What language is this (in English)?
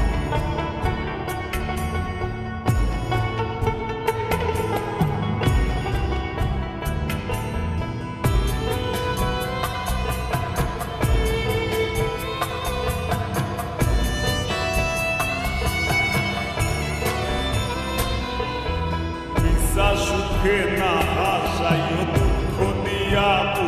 Bangla